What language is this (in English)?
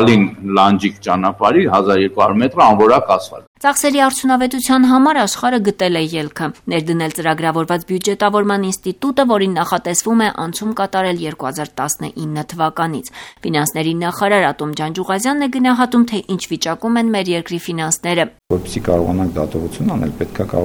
Armenian